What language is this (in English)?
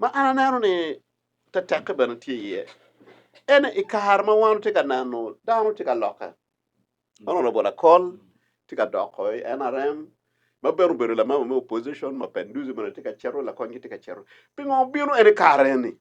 Acoli